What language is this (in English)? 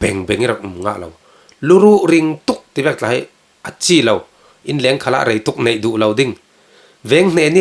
Falam Chin